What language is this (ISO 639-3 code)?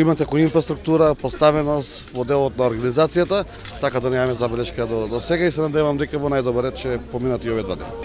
mkd